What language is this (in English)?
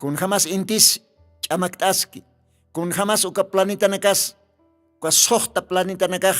Aymara